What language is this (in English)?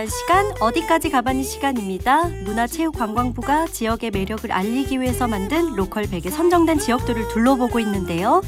Korean